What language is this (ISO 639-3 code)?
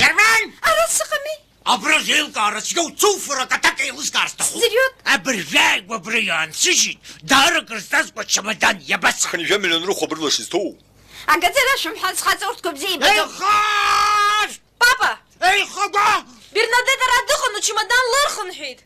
abk